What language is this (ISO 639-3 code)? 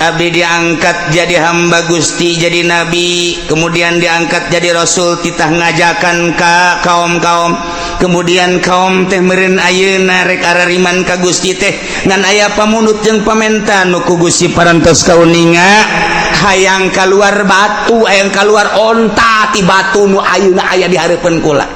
sun